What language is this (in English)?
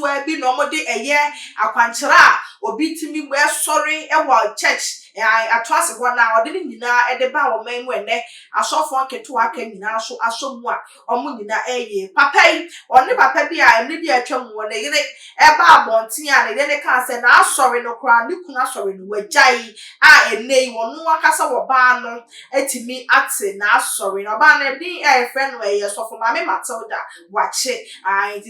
Akan